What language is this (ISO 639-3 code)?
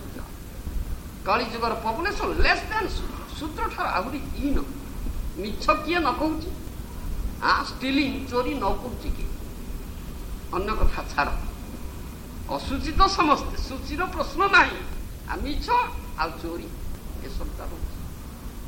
ori